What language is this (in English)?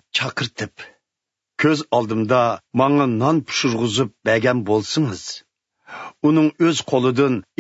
Uyghur